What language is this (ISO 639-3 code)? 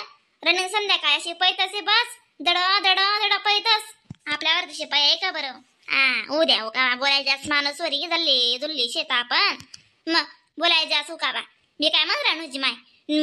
khn